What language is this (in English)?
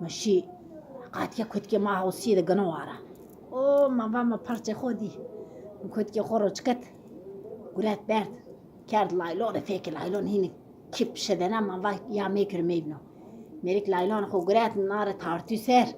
Zaza